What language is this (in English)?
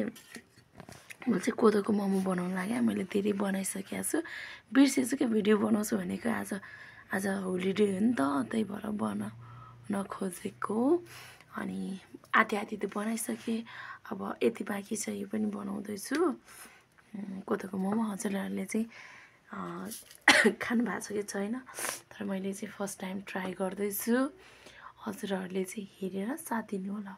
Nepali